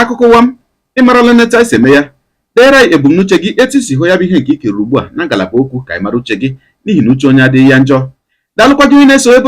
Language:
Igbo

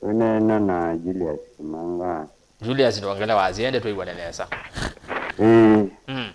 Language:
Kamba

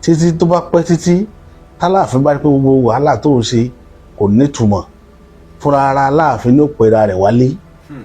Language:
Yoruba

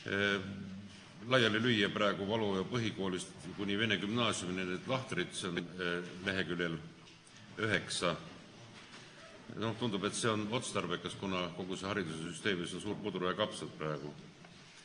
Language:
Estonian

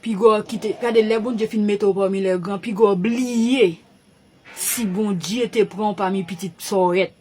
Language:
Haitian Creole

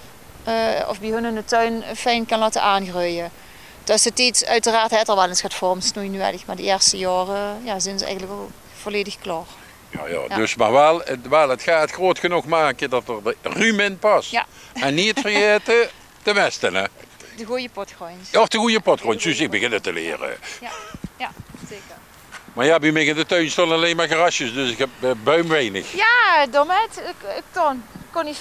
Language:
Limburgish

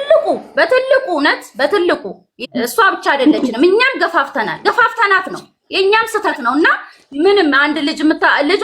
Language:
Amharic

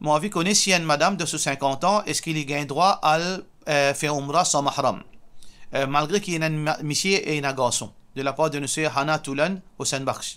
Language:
Morisyen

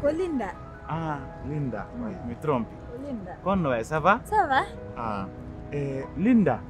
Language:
Pular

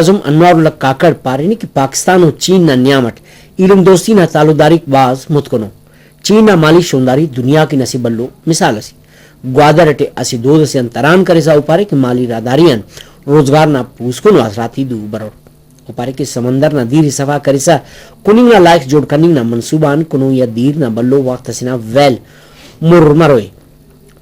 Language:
Brahui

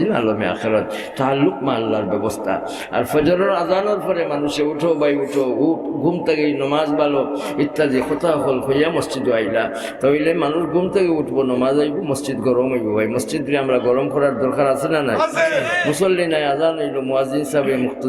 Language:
Sylheti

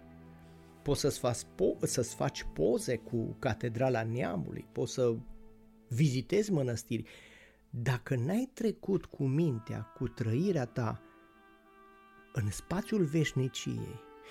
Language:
Romanian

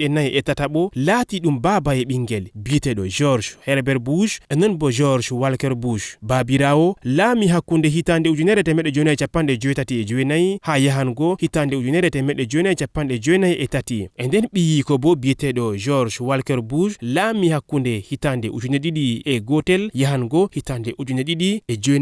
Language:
Fula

